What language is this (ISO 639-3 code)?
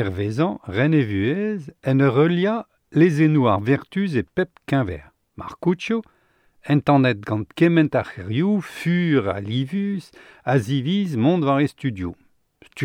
bre